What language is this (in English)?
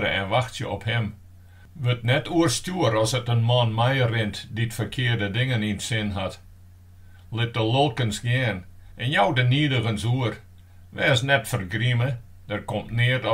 Western Frisian